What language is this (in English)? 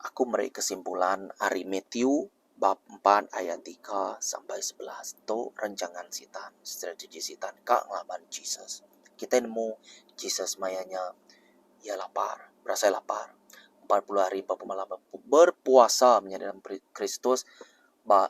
Iban